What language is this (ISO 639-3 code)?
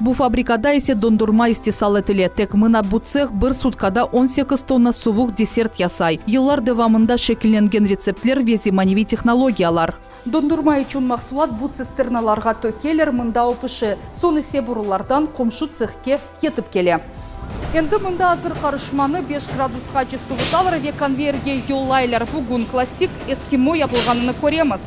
crh